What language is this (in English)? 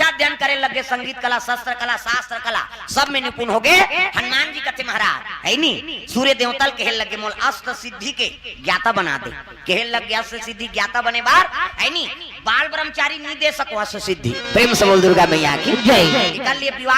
Chhattisgarhi